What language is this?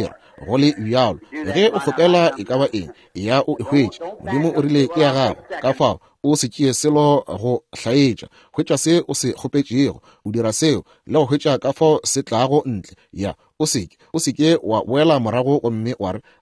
Northern Sotho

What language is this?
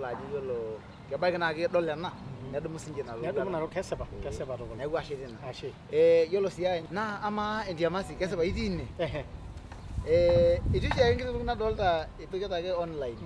Masai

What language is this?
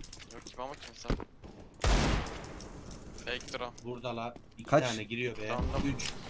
Turkish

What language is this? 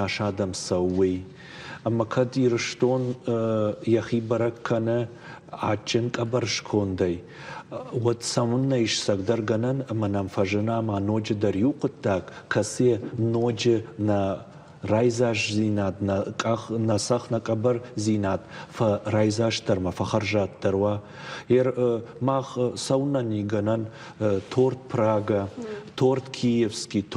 Ossetic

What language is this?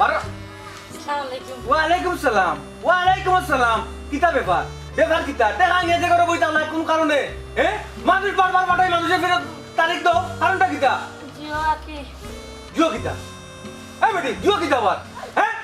Sylheti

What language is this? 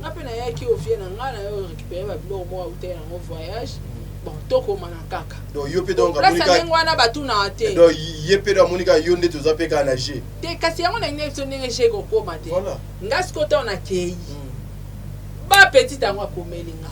Lingala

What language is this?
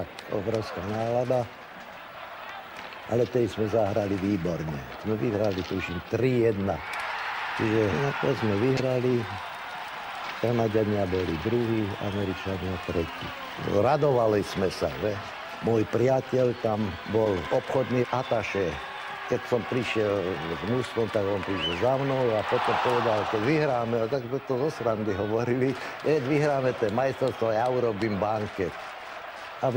Slovak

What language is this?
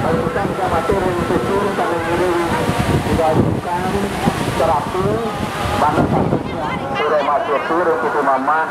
Balinese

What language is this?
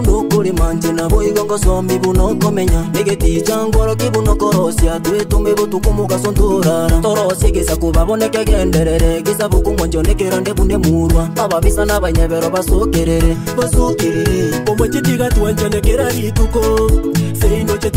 Gusii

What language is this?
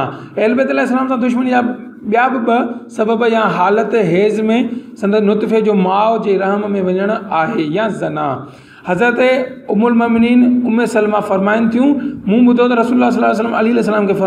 Sindhi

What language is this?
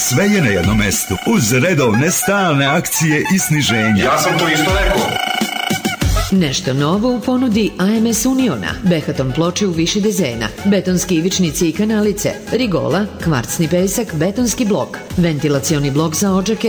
Serbian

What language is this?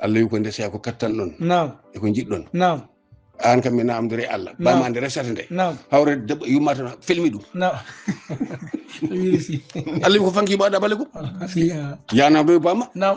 Fula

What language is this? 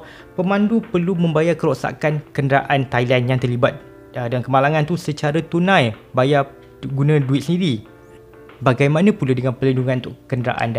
Malay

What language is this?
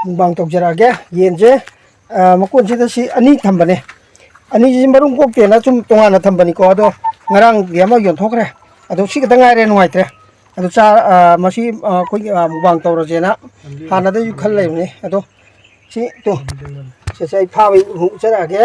Manipuri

